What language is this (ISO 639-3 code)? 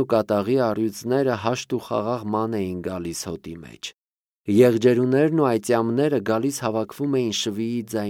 hye